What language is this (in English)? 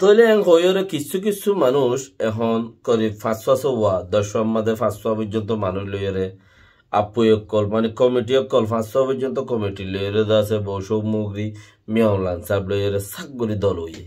Rohingya